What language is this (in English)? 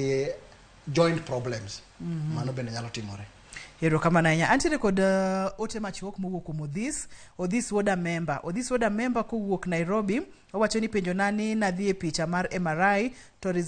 Luo (Kenya and Tanzania)